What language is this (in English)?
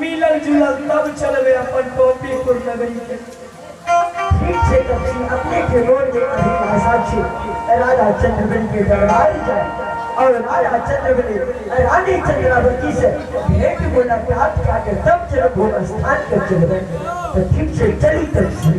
Maithili